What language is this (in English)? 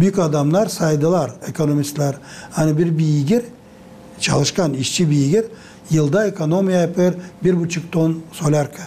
Gagauz